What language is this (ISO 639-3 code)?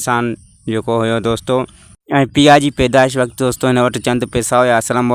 snd